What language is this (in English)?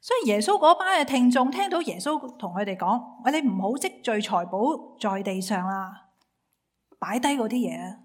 Cantonese